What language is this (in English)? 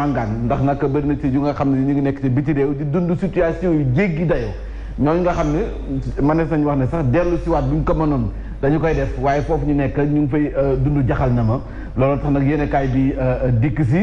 Wolof